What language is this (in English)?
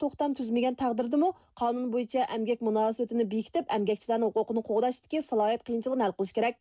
Uyghur